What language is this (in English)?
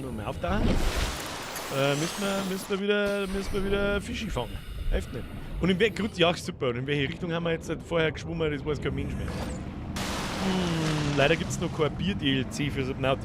Bavarian